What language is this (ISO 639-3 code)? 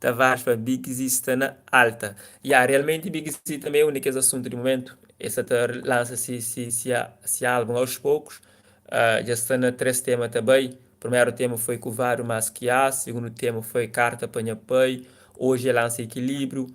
kea